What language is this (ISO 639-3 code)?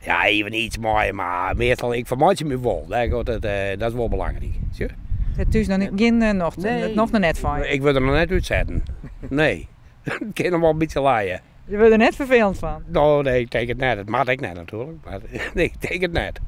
fry